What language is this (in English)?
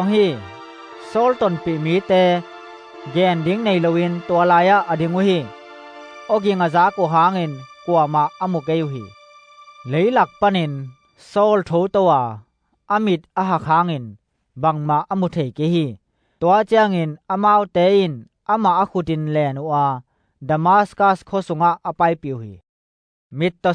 Tedim Chin